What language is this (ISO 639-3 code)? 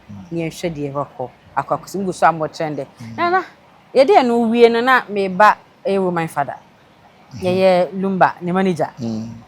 aka